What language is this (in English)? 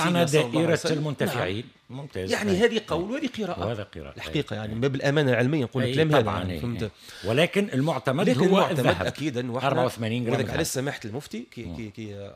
Tunisian Arabic